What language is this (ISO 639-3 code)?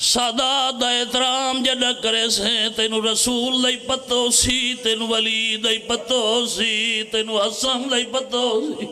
phr